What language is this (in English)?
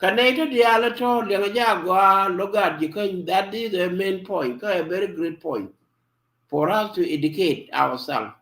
Nuer